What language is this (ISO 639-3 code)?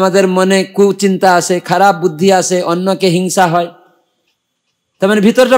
ben